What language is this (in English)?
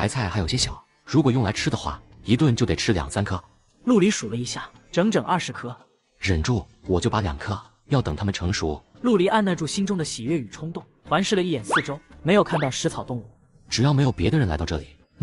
Chinese